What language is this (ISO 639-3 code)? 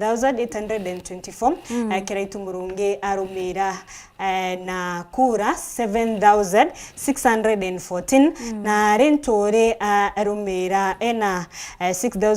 mer